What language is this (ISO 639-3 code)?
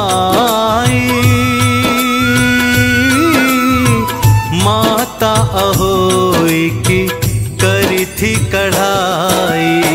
hin